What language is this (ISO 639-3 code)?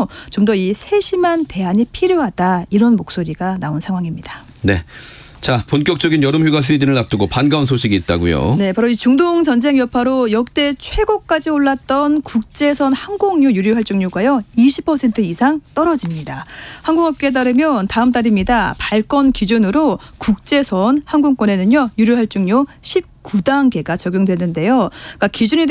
kor